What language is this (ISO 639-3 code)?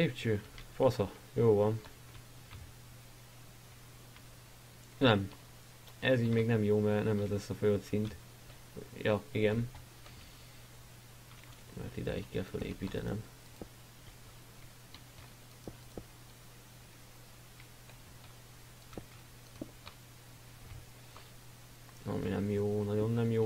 hun